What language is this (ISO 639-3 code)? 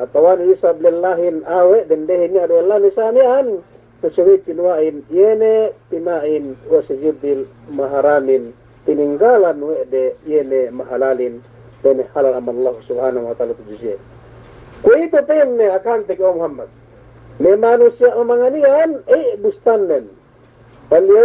yka